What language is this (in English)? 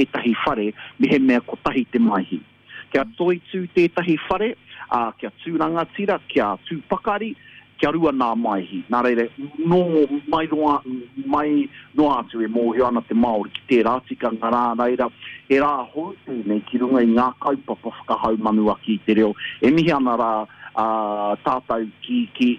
Māori